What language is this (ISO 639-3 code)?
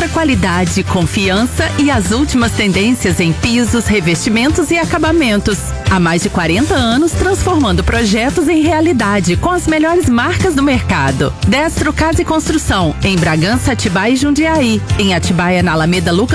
por